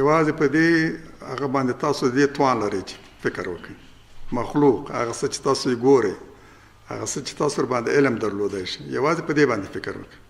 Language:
Pashto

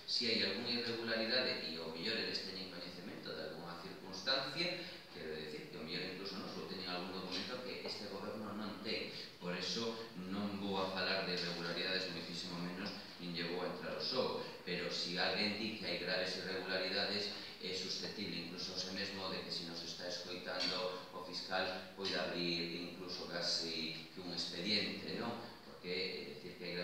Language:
Galician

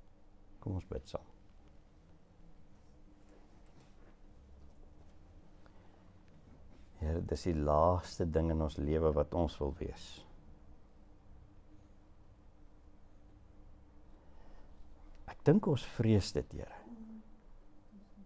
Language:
Afrikaans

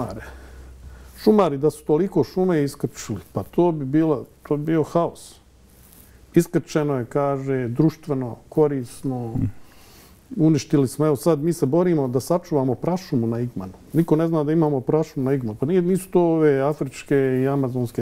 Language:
Bosnian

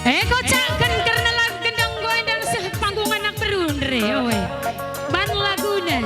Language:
Batak Karo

